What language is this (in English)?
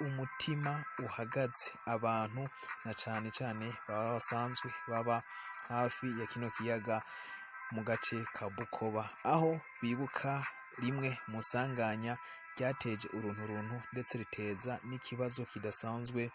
Rundi